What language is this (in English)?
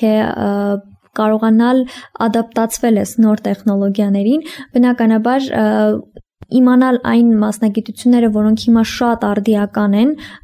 Armenian